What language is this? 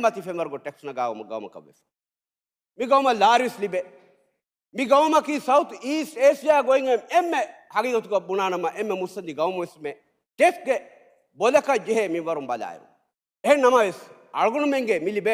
Divehi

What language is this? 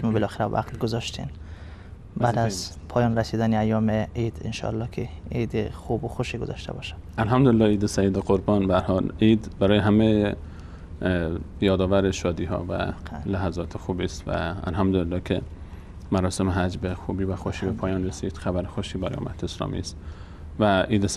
Persian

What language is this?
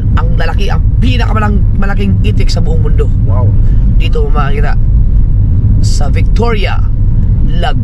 Filipino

